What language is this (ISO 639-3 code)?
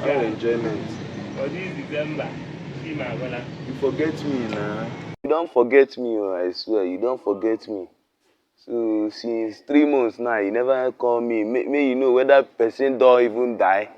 pcm